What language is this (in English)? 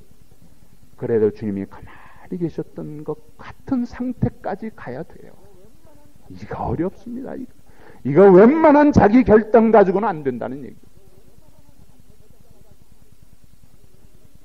Korean